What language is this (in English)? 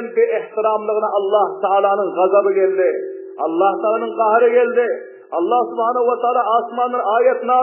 Turkmen